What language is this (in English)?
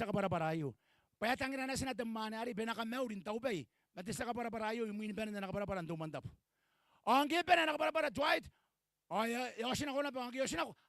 Gilbertese